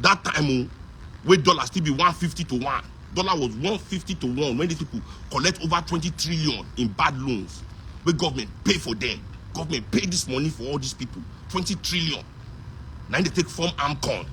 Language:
Nigerian Pidgin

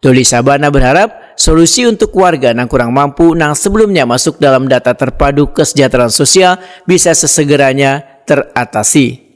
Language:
Banjar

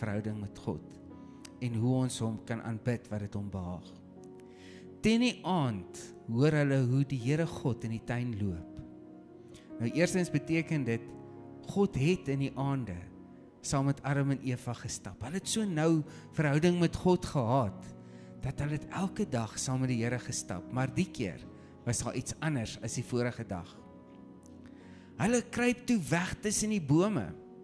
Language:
Afrikaans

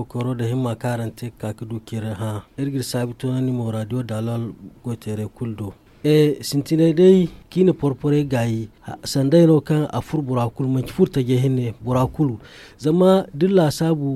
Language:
Zarma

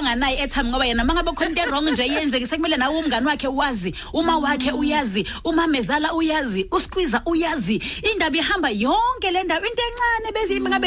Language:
Zulu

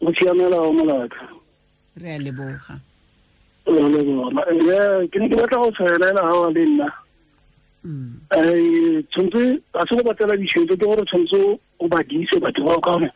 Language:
Tswana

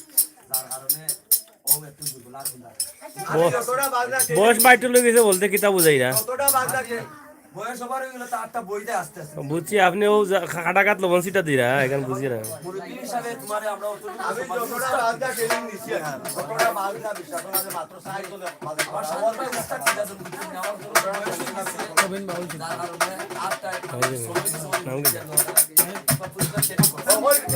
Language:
Sylheti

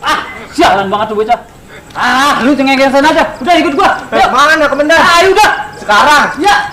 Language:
Betawi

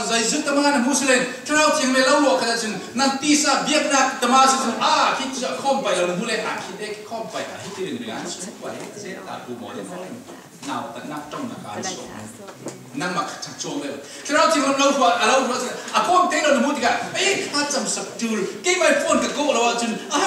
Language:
Falam Chin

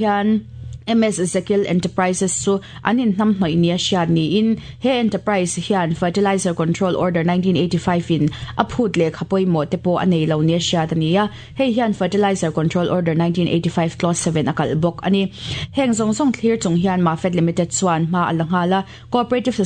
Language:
Mizo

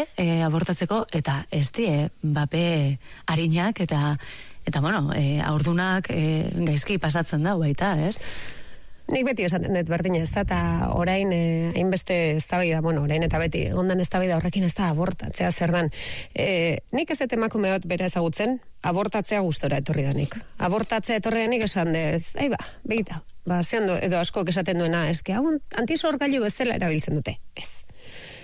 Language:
Basque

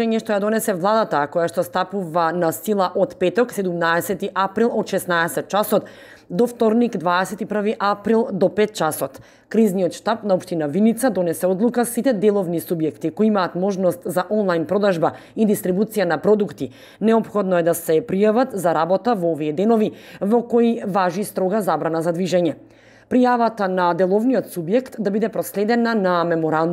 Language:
Macedonian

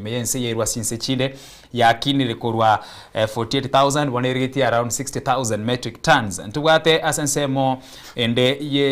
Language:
Gusii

